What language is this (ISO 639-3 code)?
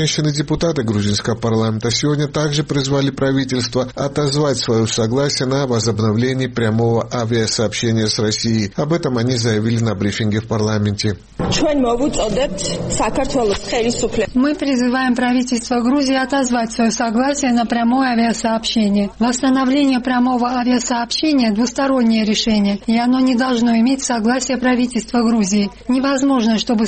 rus